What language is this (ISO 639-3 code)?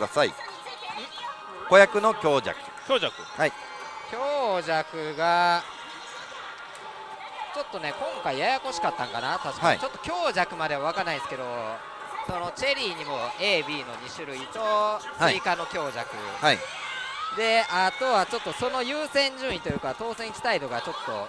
jpn